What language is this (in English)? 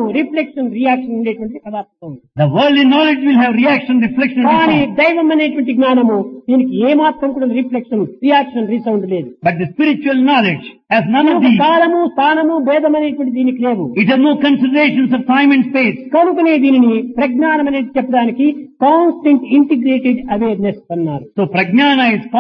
Telugu